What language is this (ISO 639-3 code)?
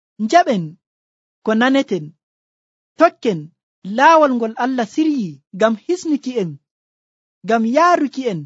fuv